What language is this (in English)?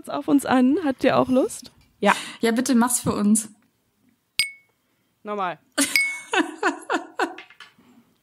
German